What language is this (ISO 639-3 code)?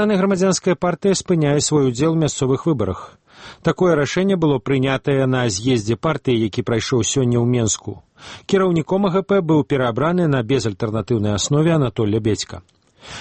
bel